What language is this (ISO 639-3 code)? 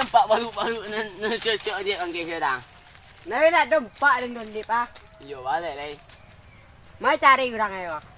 min